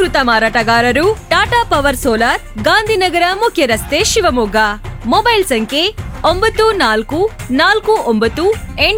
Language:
Kannada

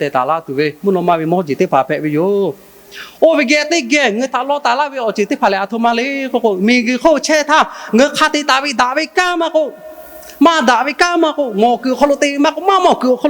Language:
Lahu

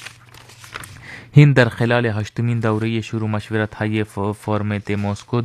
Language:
Persian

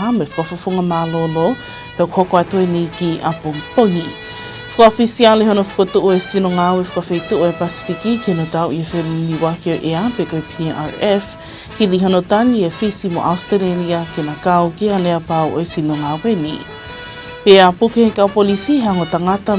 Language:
Tongan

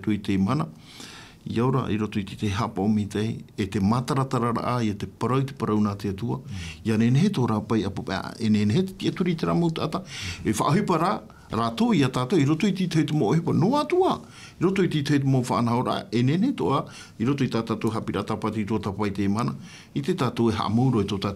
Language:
Tahitian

